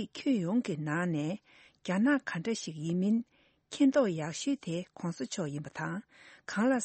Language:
Tibetan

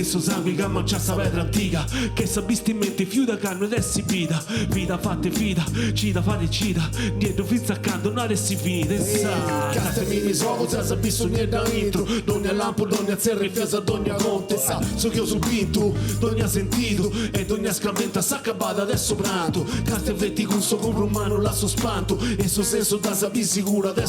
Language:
Sardinian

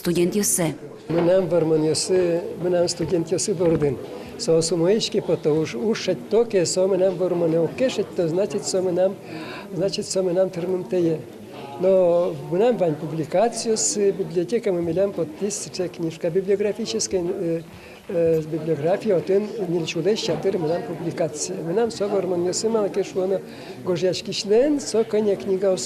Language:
Udmurt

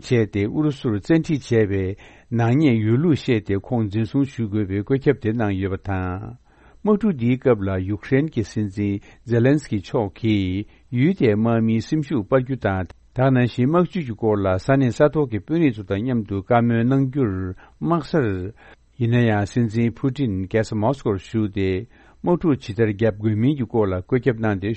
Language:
Tibetan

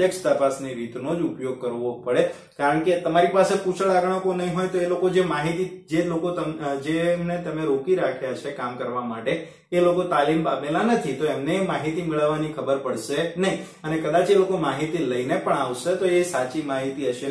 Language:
Gujarati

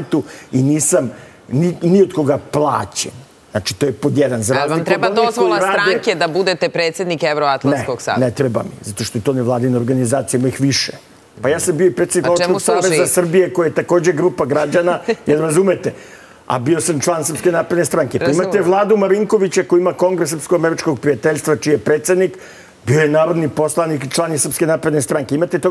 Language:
Serbian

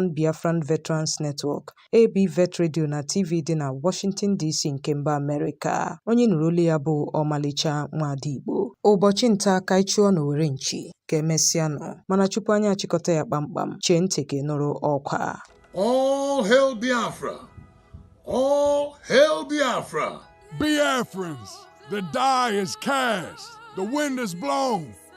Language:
Igbo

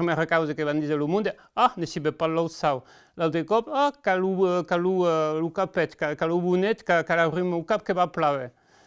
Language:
Occitan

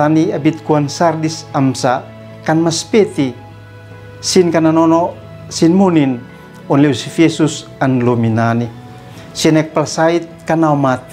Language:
Uab Meto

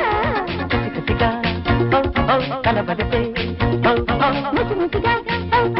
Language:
Telugu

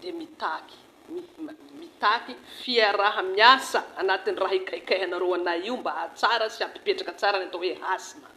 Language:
Malagasy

